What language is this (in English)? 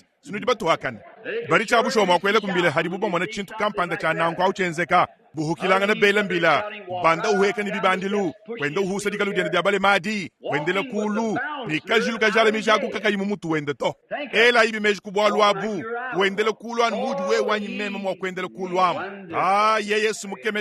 Luba-Lulua